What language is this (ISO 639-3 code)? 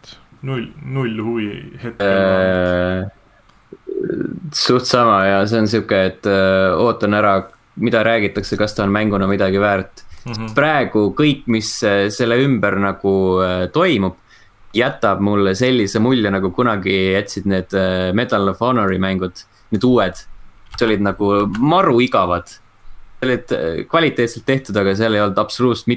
est